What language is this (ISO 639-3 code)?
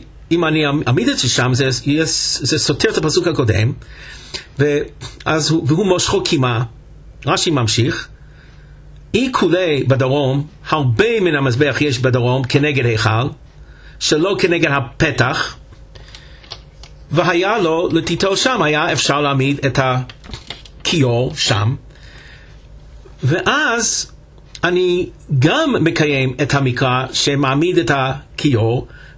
heb